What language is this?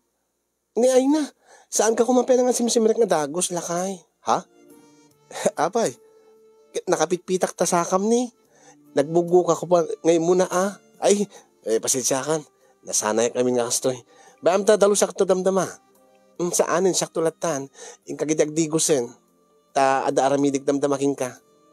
Iloko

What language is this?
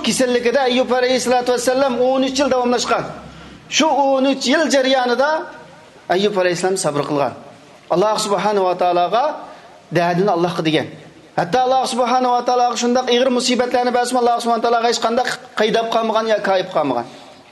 Uyghur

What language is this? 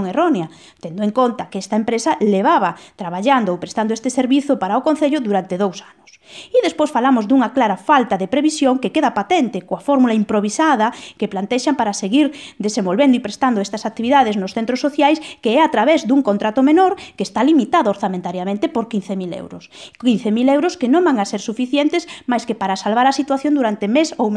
Galician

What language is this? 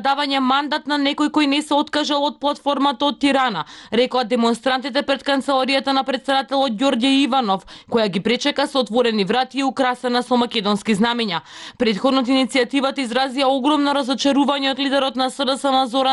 Macedonian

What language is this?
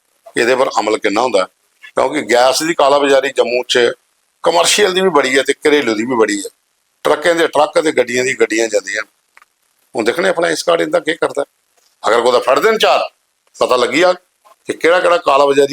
Dogri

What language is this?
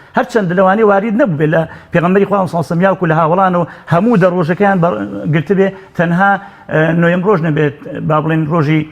Central Kurdish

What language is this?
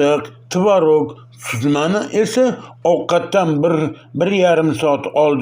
Uzbek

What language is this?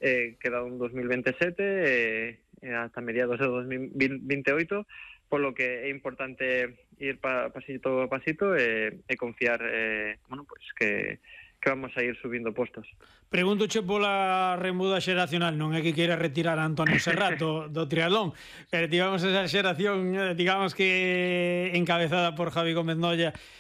Galician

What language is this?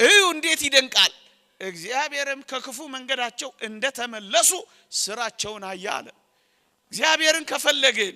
Amharic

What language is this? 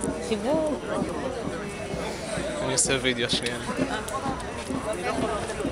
Hebrew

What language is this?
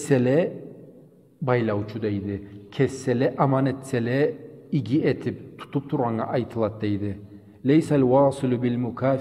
Karachay-Balkar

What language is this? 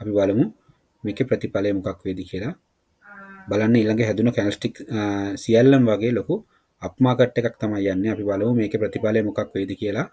Sinhala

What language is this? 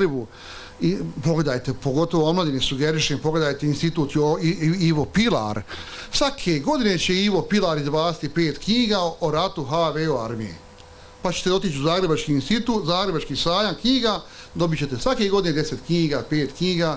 Bosnian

